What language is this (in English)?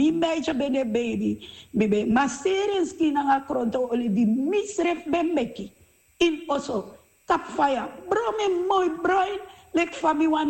Sranan Tongo